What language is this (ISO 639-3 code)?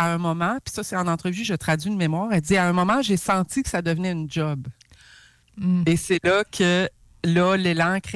fra